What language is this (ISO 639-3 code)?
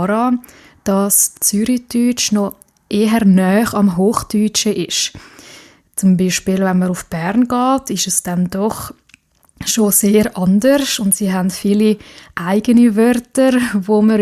gsw